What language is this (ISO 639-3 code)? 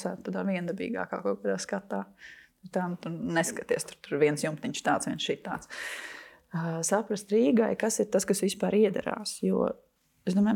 lav